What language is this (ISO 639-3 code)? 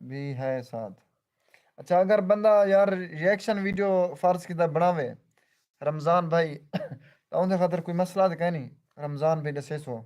skr